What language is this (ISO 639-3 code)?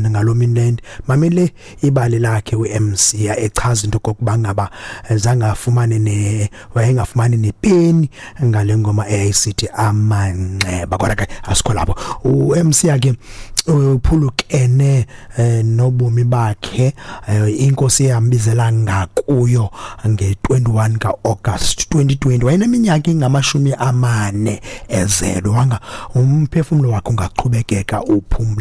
xho